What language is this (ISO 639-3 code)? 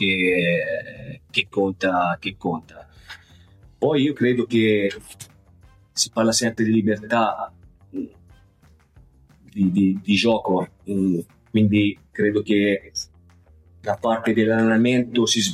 ita